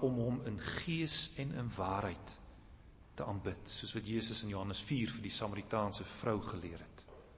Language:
Afrikaans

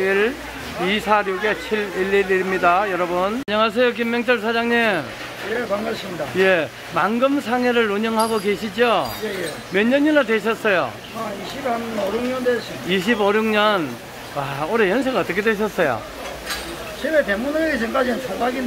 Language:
Korean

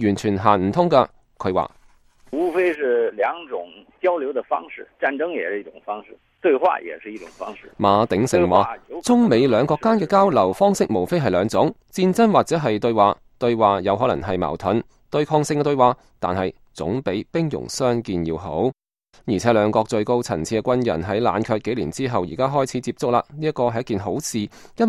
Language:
Cantonese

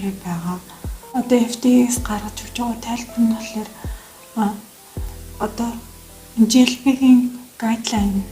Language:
Mongolian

